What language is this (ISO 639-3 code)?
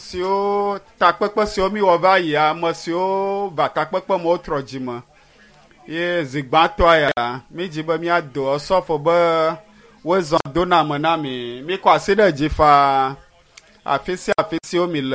ewe